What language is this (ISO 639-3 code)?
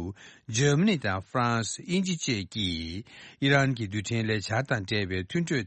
bod